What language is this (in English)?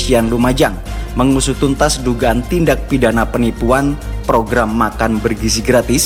Indonesian